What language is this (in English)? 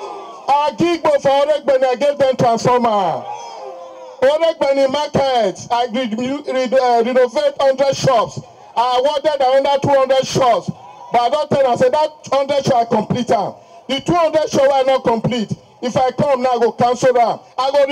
Nigerian Pidgin